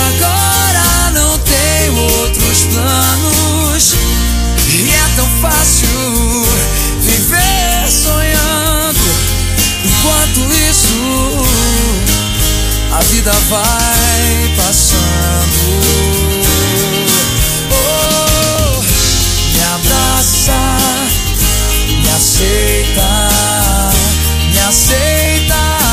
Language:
Portuguese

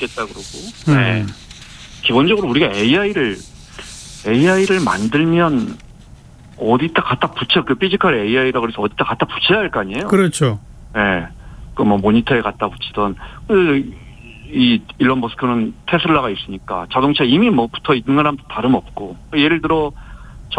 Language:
Korean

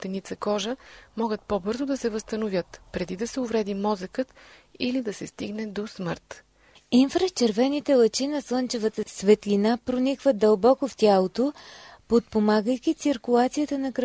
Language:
Bulgarian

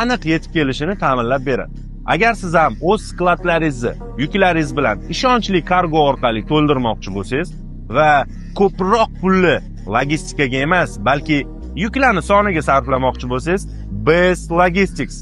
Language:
Uzbek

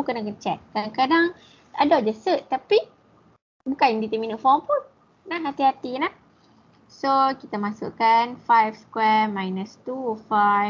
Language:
Malay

